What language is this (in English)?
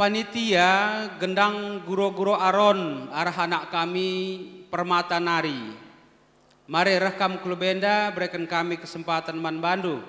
Batak Karo